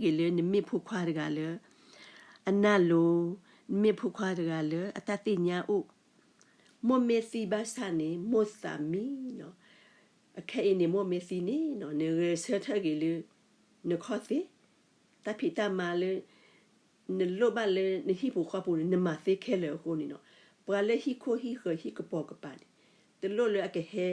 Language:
S'gaw Karen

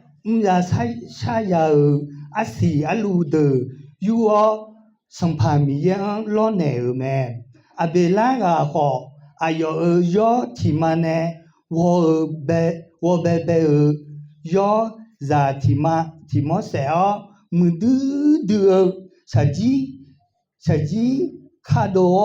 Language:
Akha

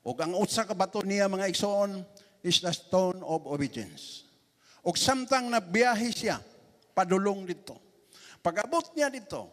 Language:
Cebuano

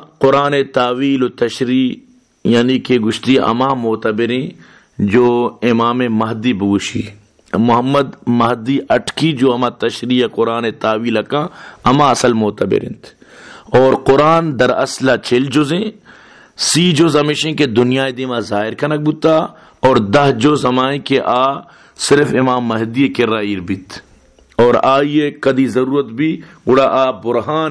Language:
Baluchi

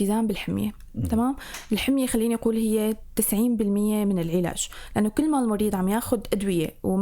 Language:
North Levantine Arabic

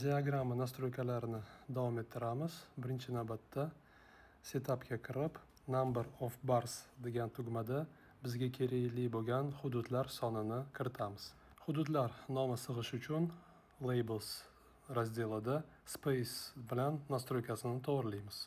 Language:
Uzbek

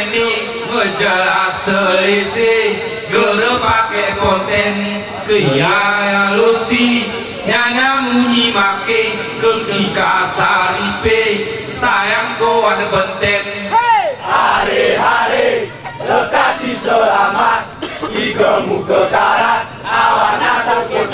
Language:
Gayo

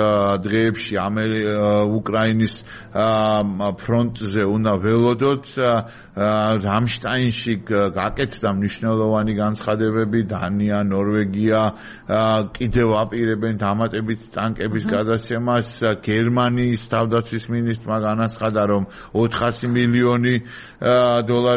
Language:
Georgian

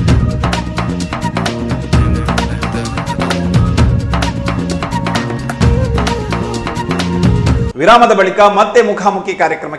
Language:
Kannada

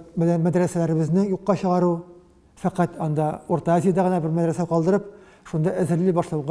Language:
Tatar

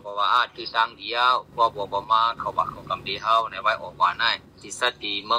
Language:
Shan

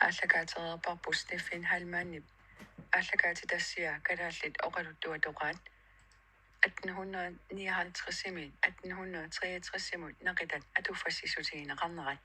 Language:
Kalaallisut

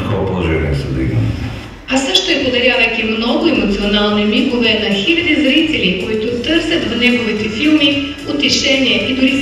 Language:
Bulgarian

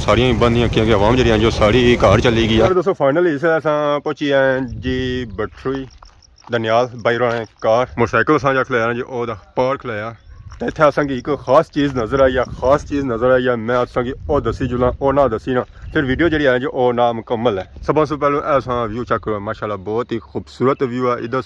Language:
Pahari-Potwari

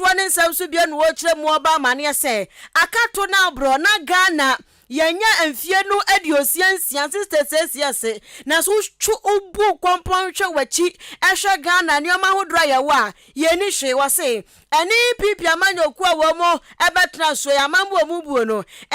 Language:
Akan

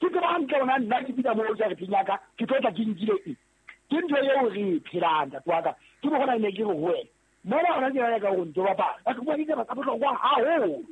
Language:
Southern Sotho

